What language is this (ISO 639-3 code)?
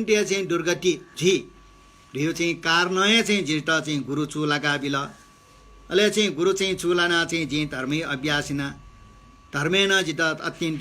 new